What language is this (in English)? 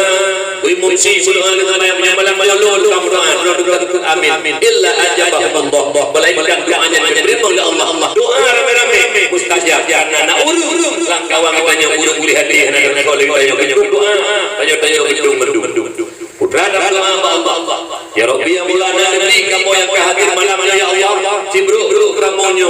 Achinese